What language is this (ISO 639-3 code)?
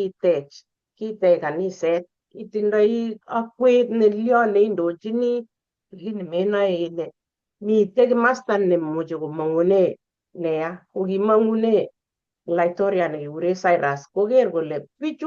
kln